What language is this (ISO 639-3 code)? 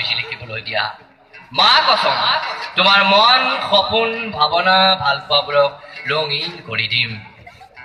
asm